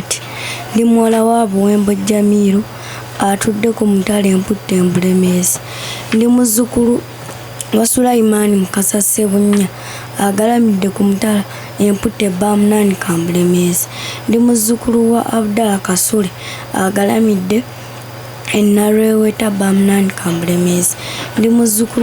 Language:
Ganda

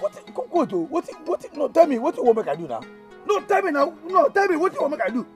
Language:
Nigerian Pidgin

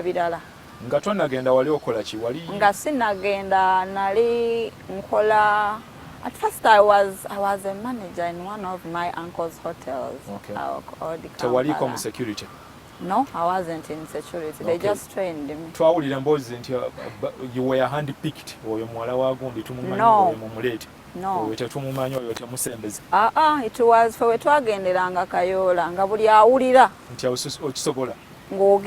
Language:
Ganda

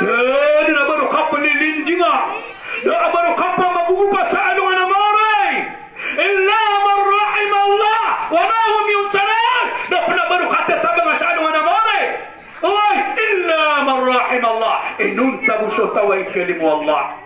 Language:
Maranao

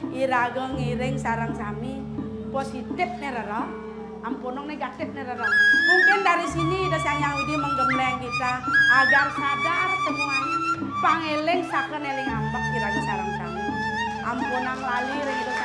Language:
Balinese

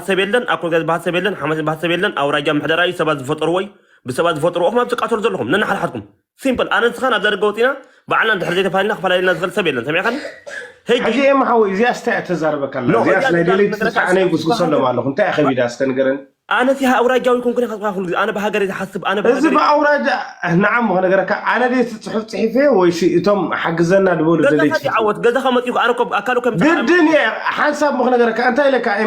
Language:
Tigrinya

